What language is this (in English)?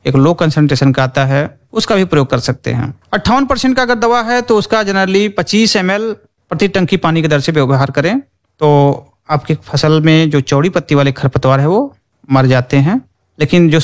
Hindi